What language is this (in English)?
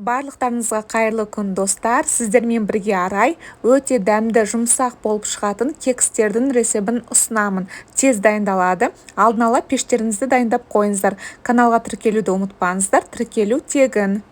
Kazakh